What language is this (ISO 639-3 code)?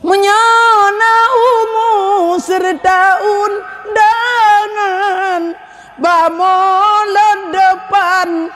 ace